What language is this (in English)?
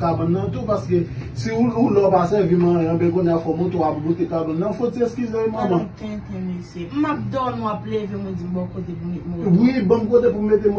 Haitian Creole